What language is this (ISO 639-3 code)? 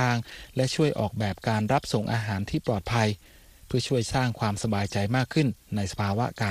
tha